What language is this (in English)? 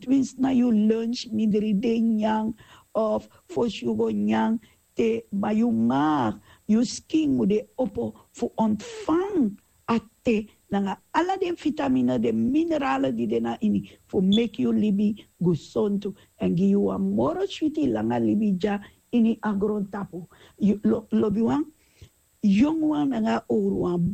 Sranan Tongo